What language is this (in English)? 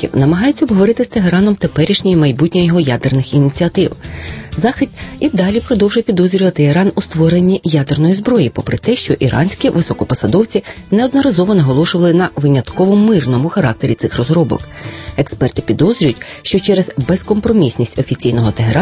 Ukrainian